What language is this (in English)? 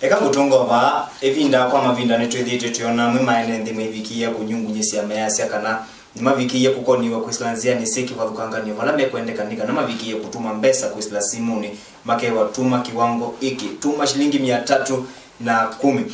Kamba